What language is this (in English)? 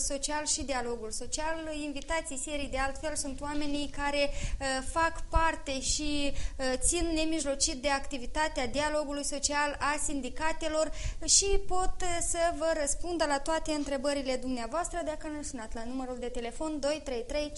Romanian